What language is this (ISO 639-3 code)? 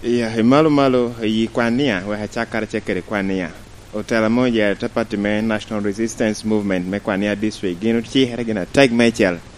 laj